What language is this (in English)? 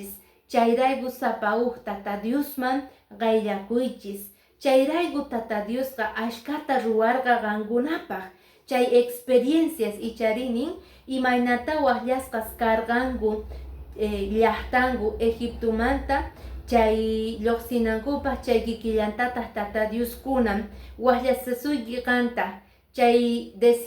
Quechua